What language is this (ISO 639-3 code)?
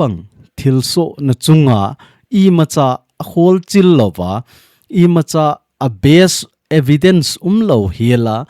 tcz